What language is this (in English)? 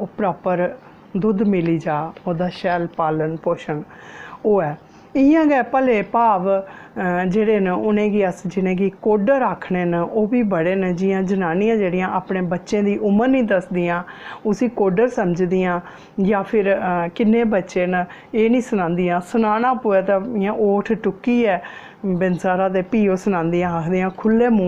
Dogri